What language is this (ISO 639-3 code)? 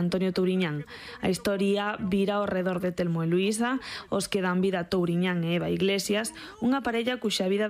glg